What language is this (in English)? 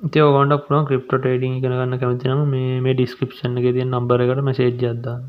Sinhala